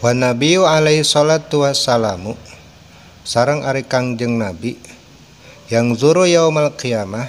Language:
Sundanese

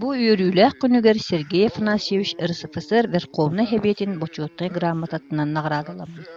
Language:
Yakut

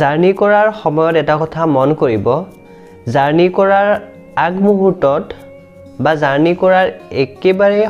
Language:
Assamese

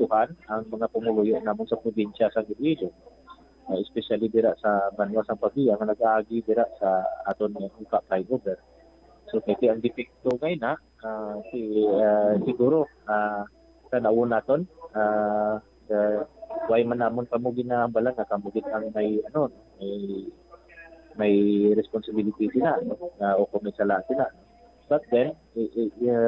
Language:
Hiligaynon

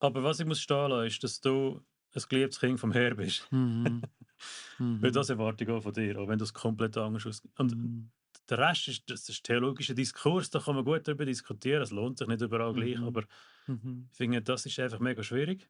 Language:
Swiss German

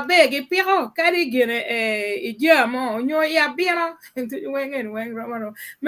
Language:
Acoli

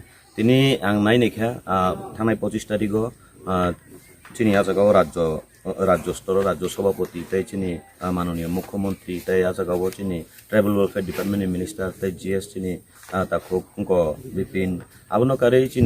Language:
Riang (India)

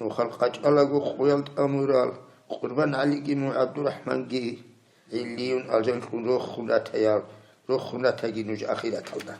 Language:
Avaric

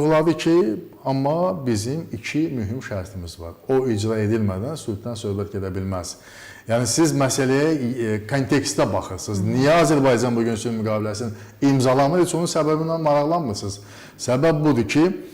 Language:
Azerbaijani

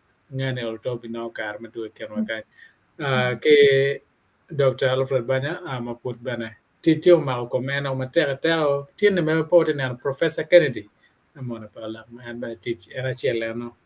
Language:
Acoli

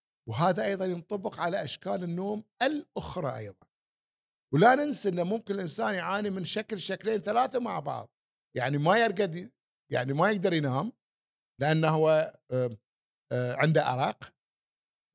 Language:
Gulf Arabic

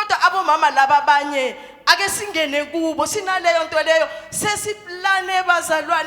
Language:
Zulu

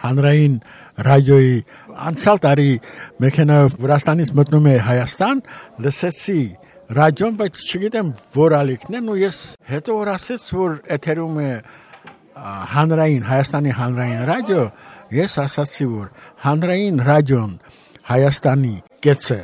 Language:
Armenian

